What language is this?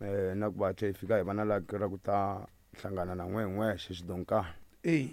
Tsonga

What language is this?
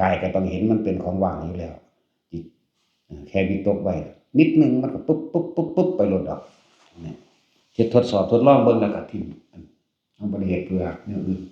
Northeastern Thai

